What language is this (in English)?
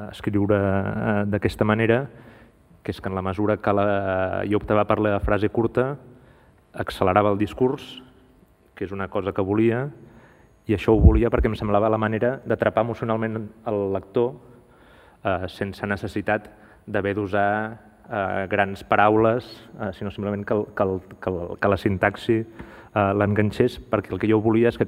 Catalan